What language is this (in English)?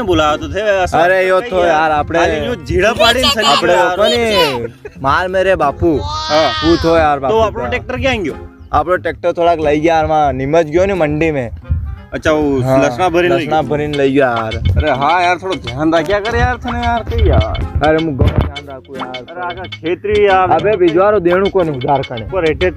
Rajasthani